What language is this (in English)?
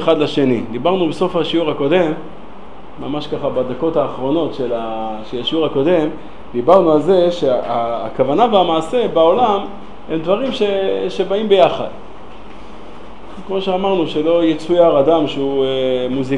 Hebrew